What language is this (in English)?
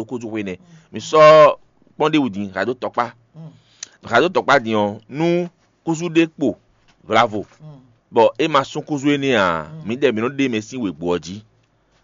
Fon